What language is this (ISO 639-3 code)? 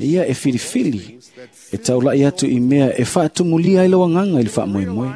smo